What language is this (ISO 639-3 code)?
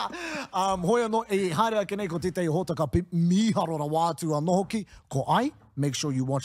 mri